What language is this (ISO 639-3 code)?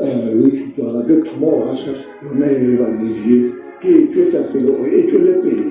nso